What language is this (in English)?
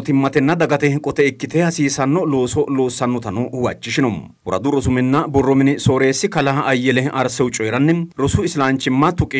Sidamo